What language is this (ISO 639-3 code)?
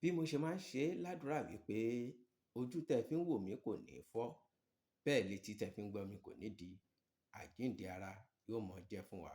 yor